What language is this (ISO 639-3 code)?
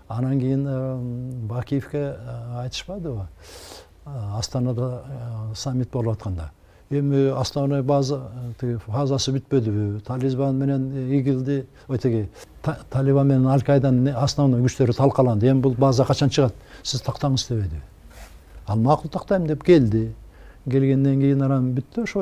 kir